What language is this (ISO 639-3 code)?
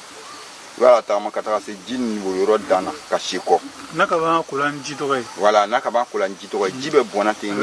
bam